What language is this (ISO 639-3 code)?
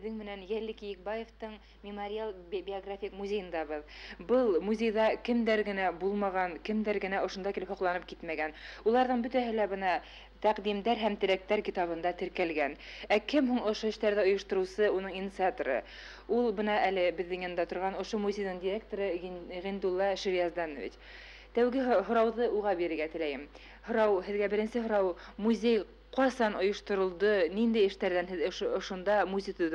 bak